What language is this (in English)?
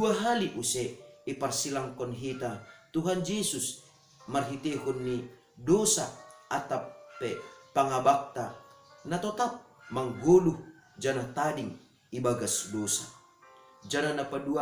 Batak Simalungun